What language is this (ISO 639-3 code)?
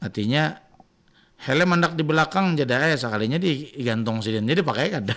bjn